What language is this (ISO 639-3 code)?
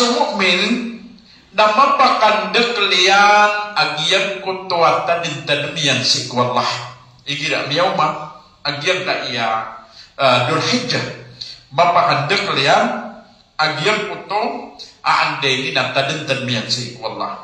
mrw